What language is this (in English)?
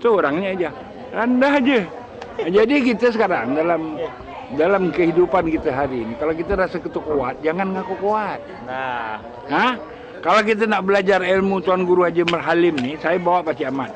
Banjar